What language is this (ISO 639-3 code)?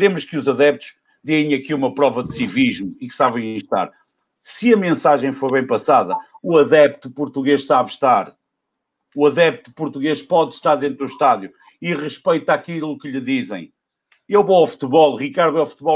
por